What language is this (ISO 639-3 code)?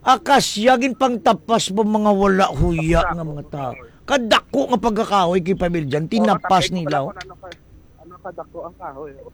hil